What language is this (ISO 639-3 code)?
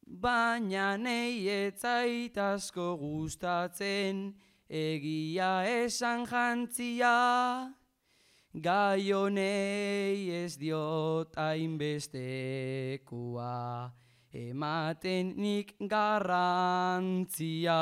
eus